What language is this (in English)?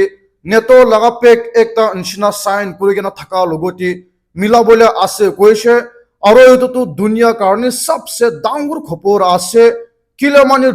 Naga Pidgin